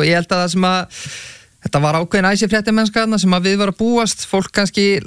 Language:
Icelandic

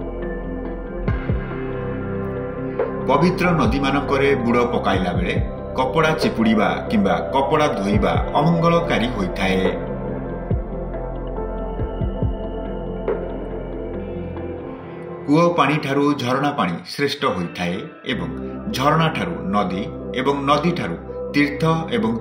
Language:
Odia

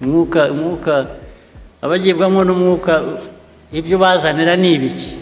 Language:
Kinyarwanda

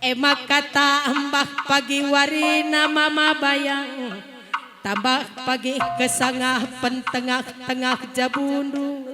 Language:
Batak Karo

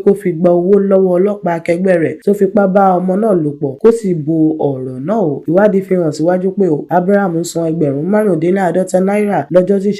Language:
Yoruba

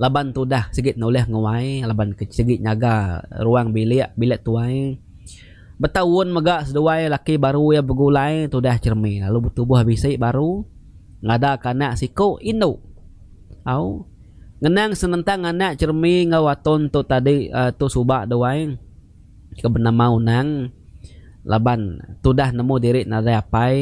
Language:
Iban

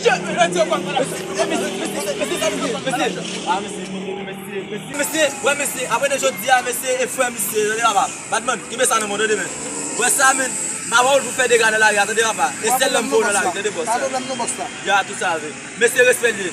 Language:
Haitian Creole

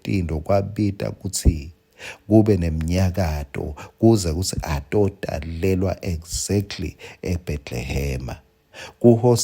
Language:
Swati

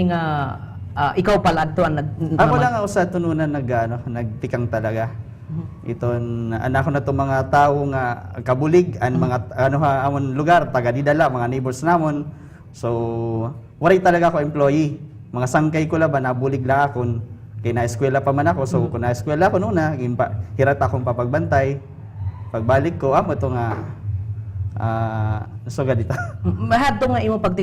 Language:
Waray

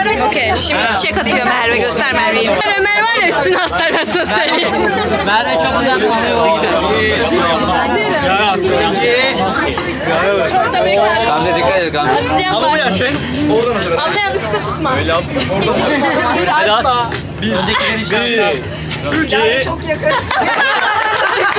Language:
Turkish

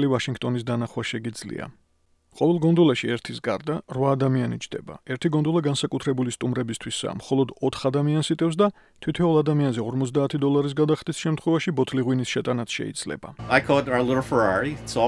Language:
Georgian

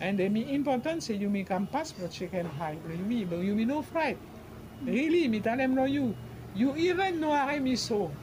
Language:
Bislama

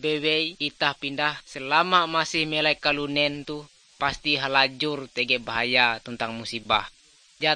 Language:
Ngaju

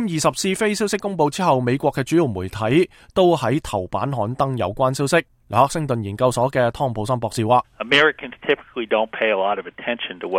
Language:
Cantonese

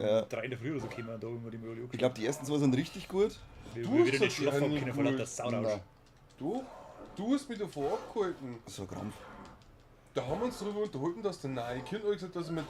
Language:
Bavarian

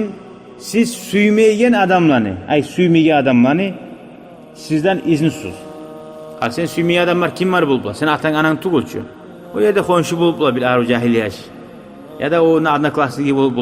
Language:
Kumyk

